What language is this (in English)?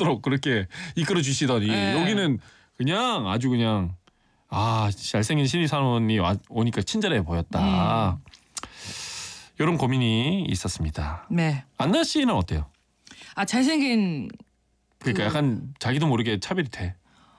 Korean